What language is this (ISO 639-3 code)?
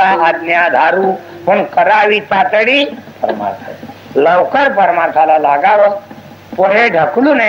mar